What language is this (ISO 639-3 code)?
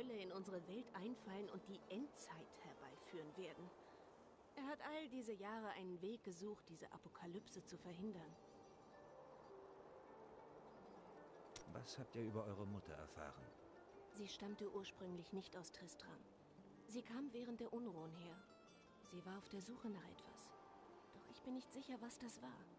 deu